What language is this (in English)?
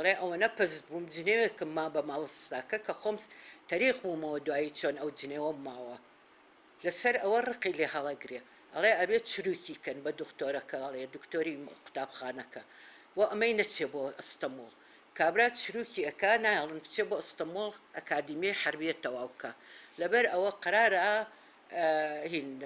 Central Kurdish